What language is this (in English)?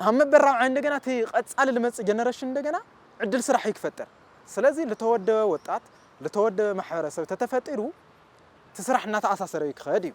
Tigrinya